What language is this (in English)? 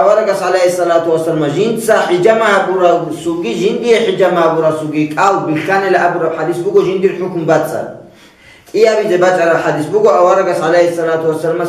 Avaric